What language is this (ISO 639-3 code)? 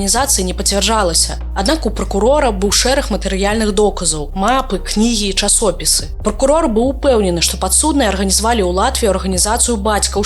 bel